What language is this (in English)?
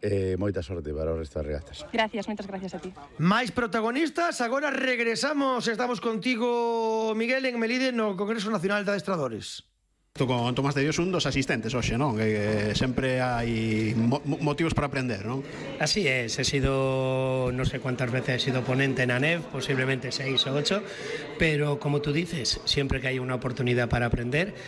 Galician